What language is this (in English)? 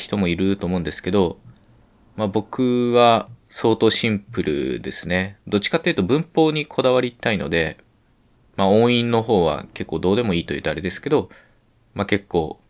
Japanese